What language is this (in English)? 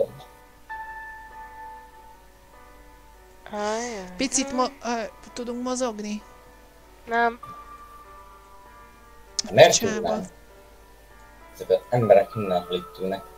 Hungarian